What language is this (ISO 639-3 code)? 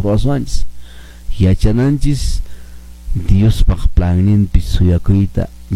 que